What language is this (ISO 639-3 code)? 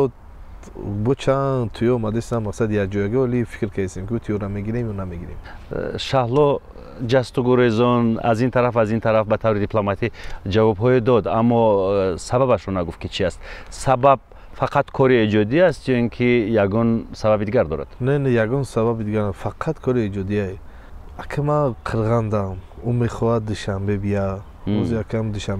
tgk